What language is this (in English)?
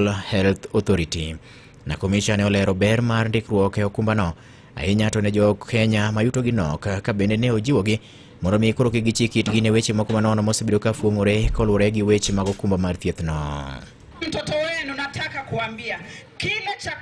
Luo (Kenya and Tanzania)